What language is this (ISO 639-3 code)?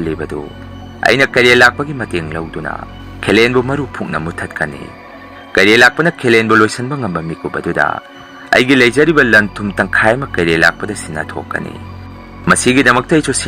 mni